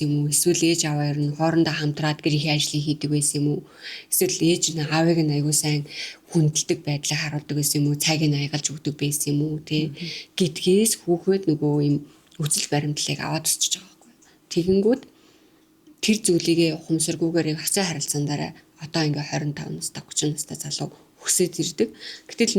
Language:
Mongolian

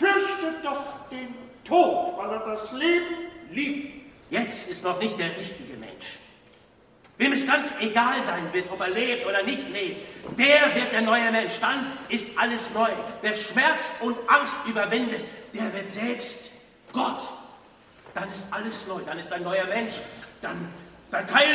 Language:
German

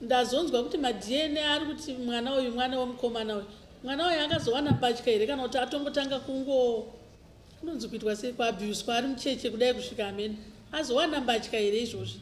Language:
Shona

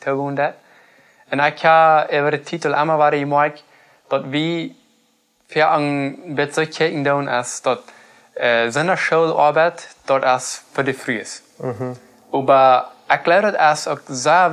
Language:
Plautdietsch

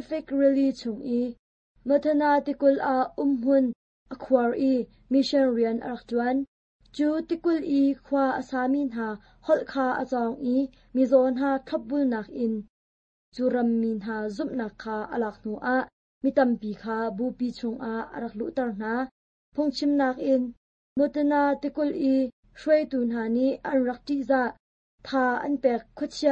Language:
Hakha Chin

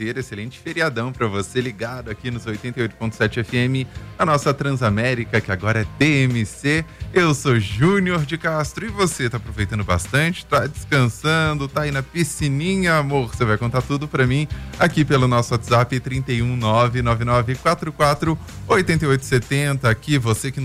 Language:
Portuguese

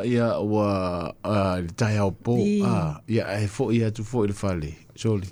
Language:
Samoan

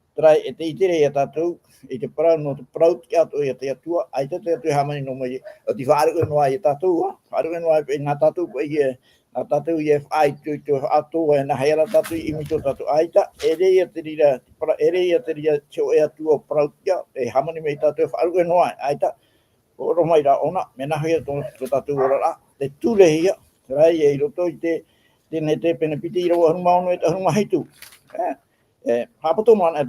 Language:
Tahitian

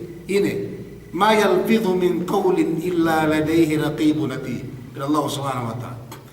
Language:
Yakan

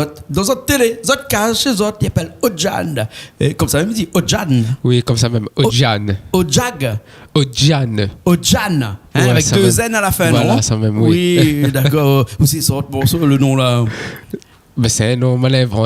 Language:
Réunion Creole French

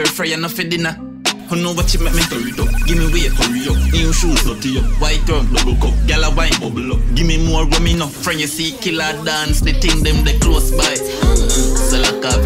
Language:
Jamaican Creole English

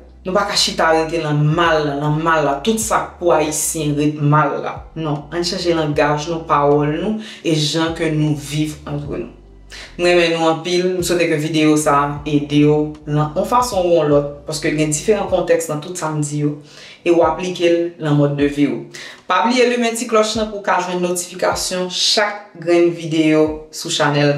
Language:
Haitian Creole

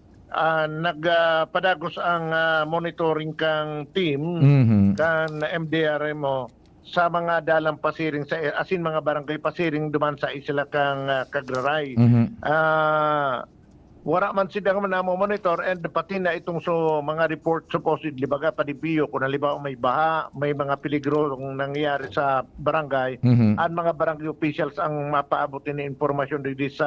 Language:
Bikol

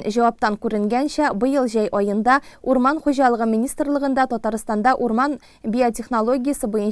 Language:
Tatar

